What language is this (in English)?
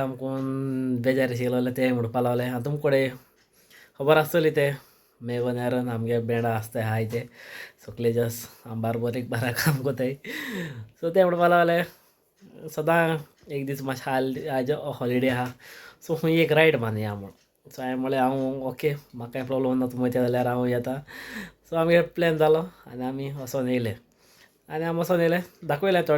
Konkani